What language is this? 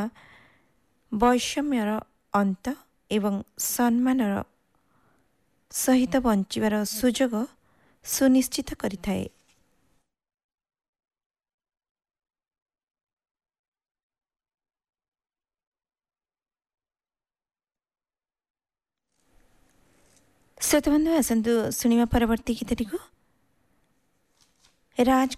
Odia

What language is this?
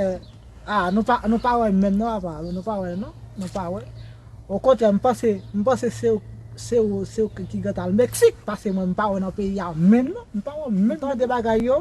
Haitian Creole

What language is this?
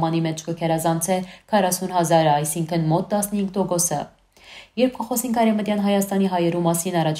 Western Armenian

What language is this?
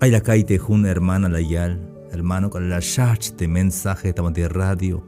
Tzeltal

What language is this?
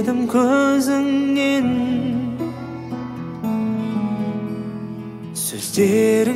Kazakh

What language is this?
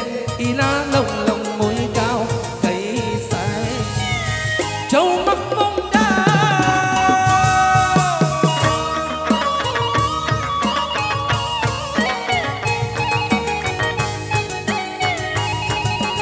Vietnamese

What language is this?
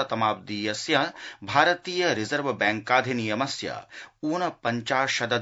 Sanskrit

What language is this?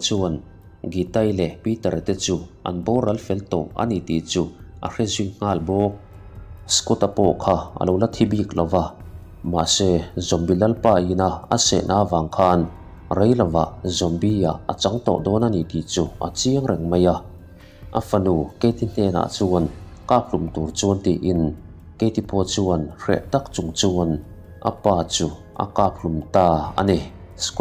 Mizo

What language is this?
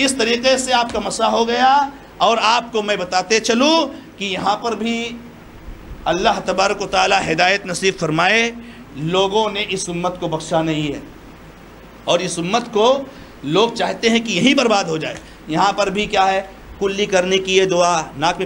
Urdu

